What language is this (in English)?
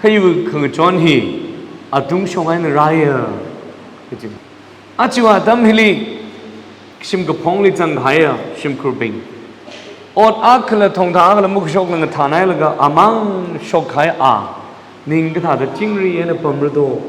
Tangkhul Naga (India)